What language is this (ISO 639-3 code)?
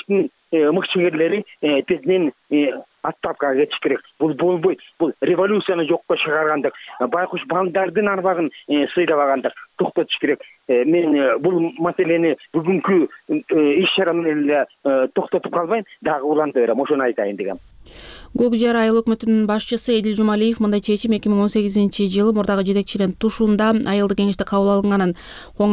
kir